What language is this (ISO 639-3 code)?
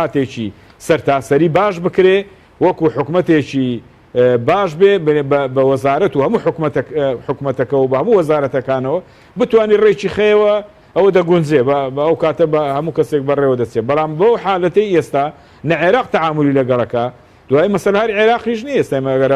ckb